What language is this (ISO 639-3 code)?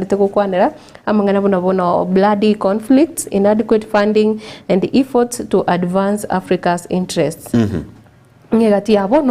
guz